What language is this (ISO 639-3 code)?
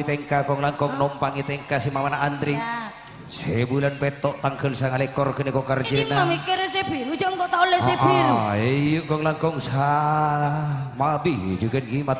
mad